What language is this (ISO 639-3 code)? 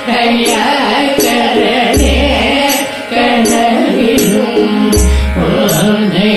tam